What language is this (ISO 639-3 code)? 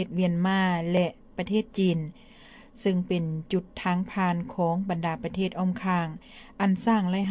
lao